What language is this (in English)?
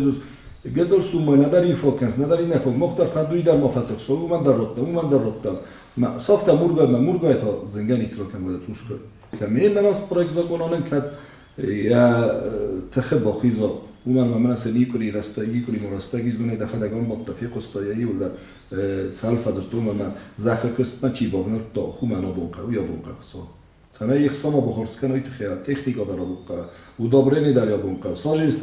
Ossetic